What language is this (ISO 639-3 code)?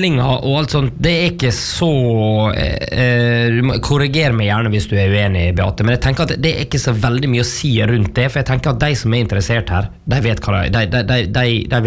nor